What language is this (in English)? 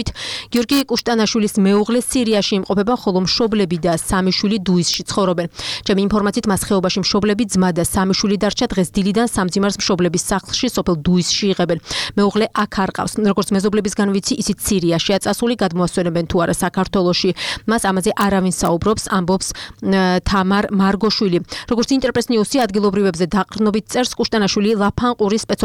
Georgian